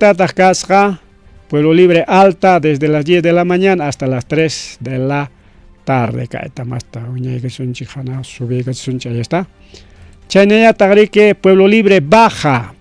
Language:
Ayacucho Quechua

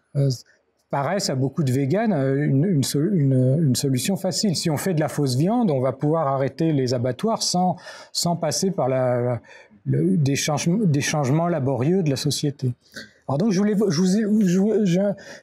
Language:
French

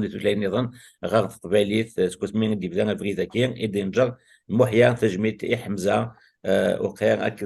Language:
Kabyle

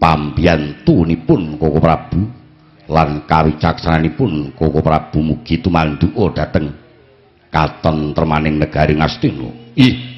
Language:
Javanese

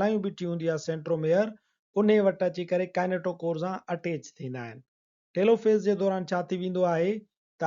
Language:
Sindhi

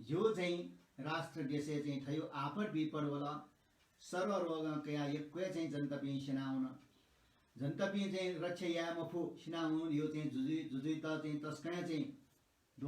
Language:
Newari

